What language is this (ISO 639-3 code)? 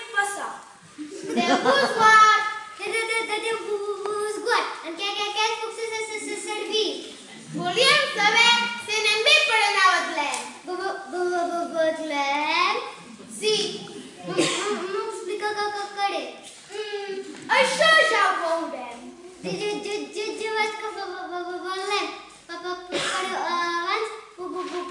cat